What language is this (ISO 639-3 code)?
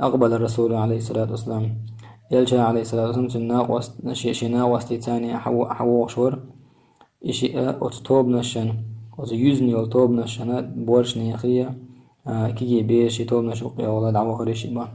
che